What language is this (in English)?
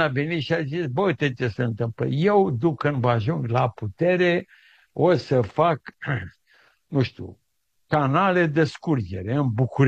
Romanian